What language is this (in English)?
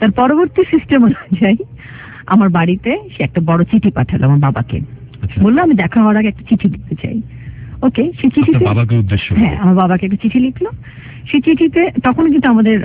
Bangla